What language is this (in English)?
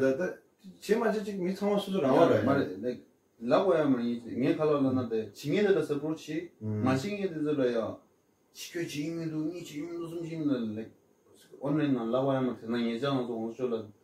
Tibetan